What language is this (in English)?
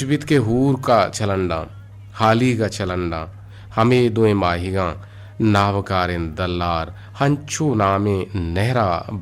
Eastern Balochi